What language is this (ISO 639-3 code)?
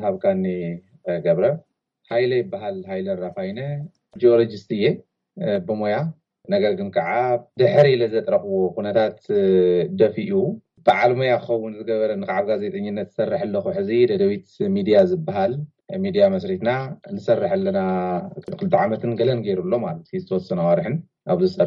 tir